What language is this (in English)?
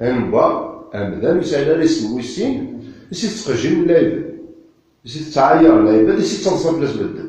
Kabyle